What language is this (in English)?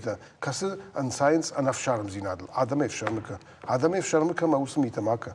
Ossetic